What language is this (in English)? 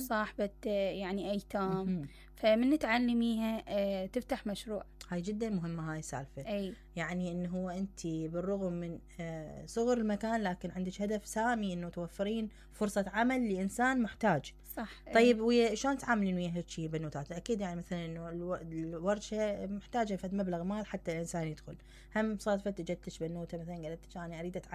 Mesopotamian Arabic